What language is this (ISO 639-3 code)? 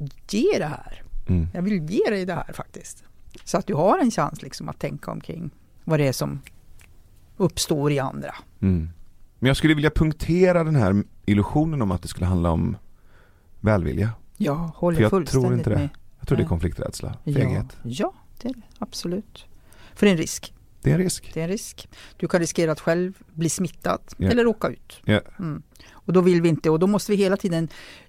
swe